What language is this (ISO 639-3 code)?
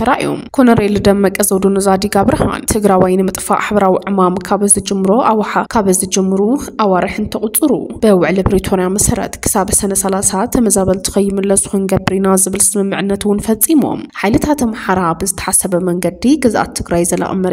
tir